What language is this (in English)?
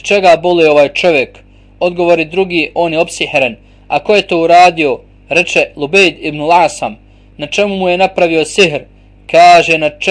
Bosnian